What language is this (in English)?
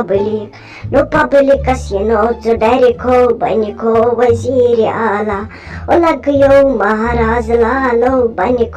Kashmiri